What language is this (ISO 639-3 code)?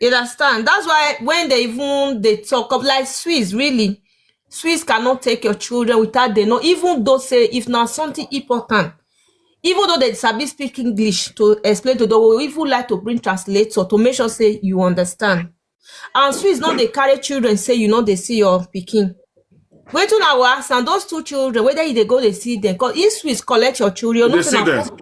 pcm